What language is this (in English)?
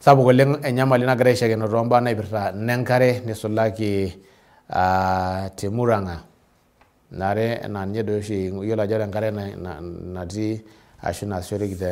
Masai